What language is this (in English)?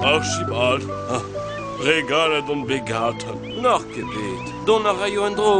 Breton